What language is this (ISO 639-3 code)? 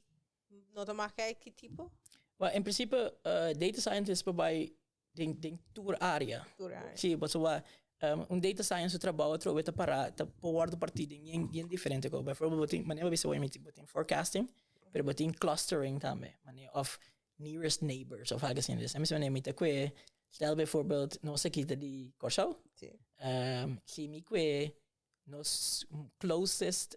pap